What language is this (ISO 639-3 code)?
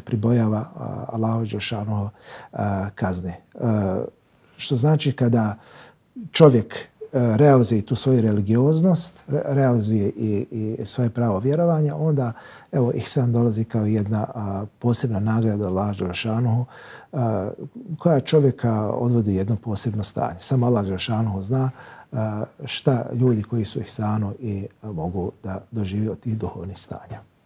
bos